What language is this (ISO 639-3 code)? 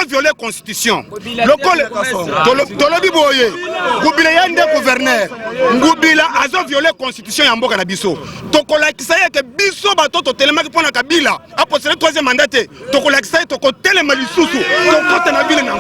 lin